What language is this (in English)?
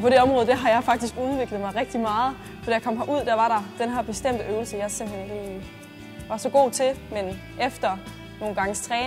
Danish